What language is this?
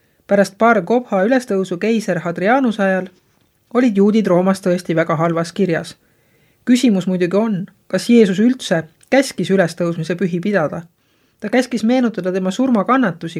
Estonian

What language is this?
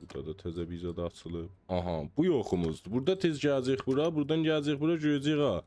South Azerbaijani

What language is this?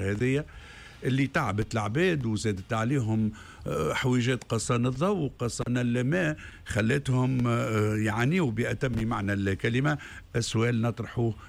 Tunisian Arabic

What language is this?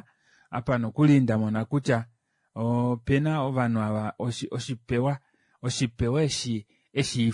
Kuanyama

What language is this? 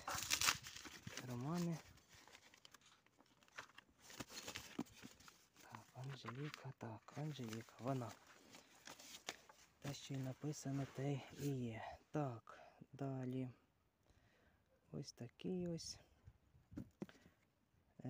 Ukrainian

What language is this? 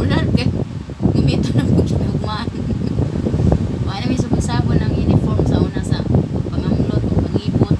Cebuano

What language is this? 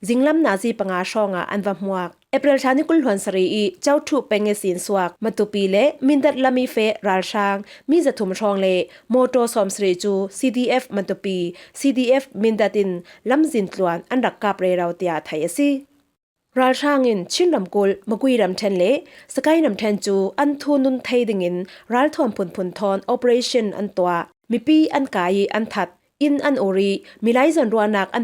Falam Chin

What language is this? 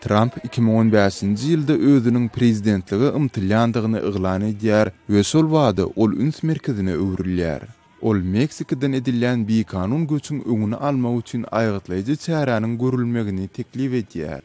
Turkmen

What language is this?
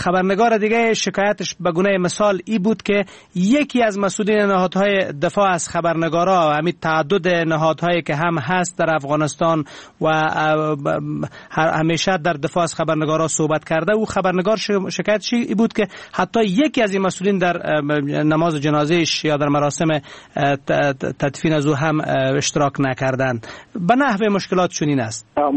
Persian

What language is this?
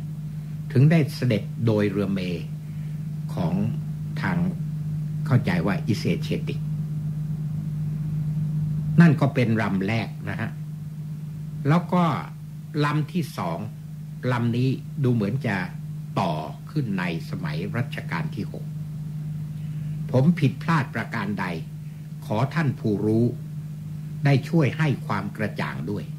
Thai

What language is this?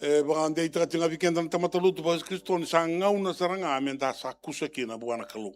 Fijian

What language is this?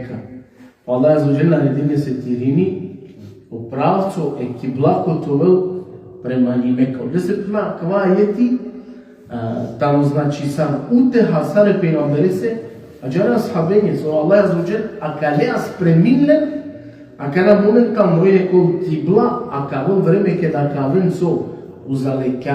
Balkan Romani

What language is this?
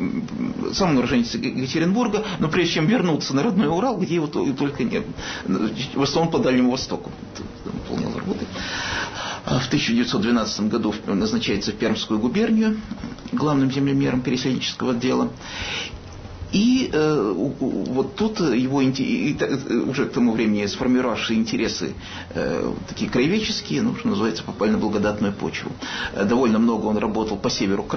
Russian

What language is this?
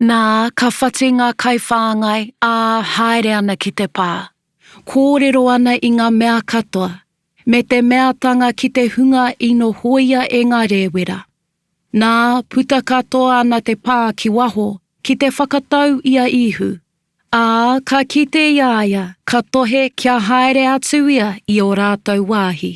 Māori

